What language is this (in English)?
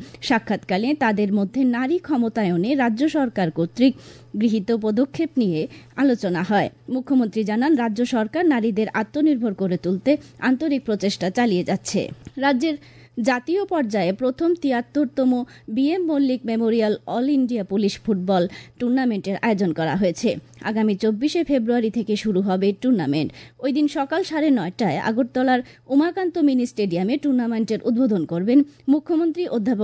Bangla